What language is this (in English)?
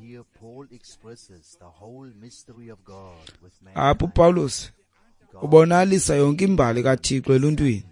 Xhosa